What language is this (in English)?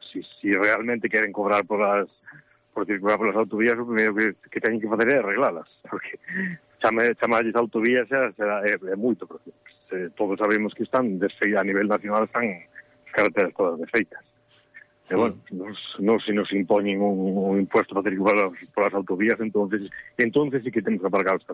Galician